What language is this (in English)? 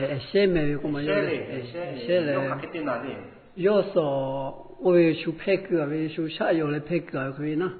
Lahu